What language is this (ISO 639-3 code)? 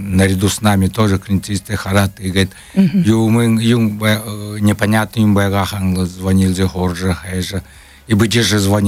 bua